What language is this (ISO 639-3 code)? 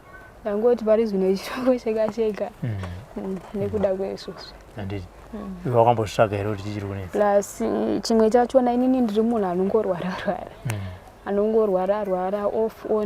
sna